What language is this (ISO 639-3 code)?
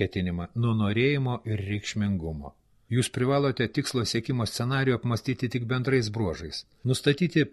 lit